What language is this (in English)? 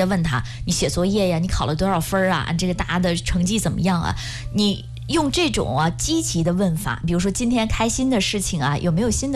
Chinese